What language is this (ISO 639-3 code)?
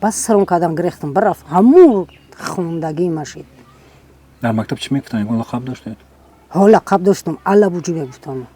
tgk